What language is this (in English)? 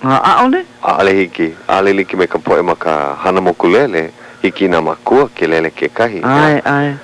Hawaiian